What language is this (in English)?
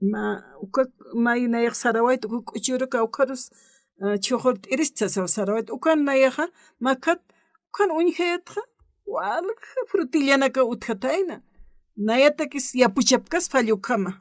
Aymara